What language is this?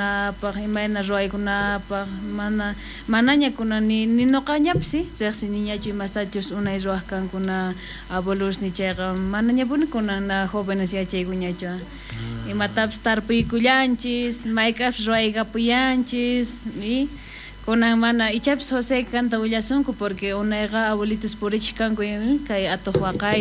South Bolivian Quechua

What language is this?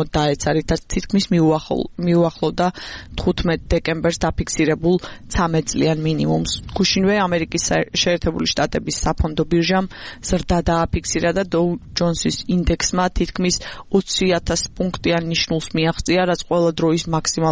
Georgian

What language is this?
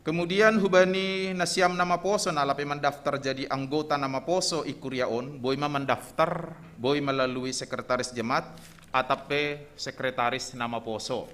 Batak Simalungun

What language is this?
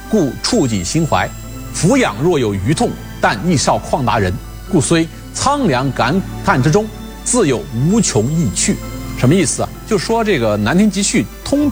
Chinese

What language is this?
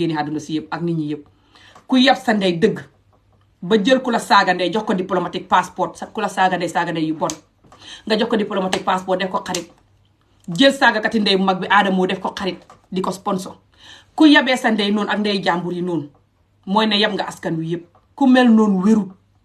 Wolof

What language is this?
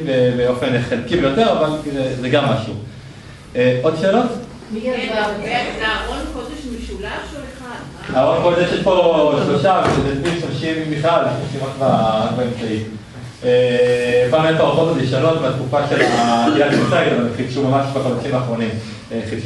Hebrew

